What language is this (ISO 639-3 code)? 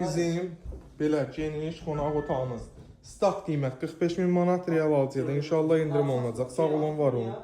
aze